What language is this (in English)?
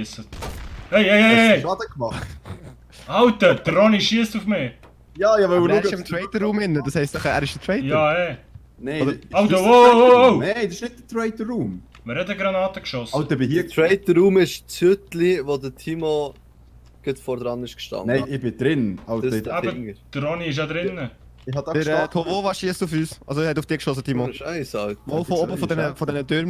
Swiss German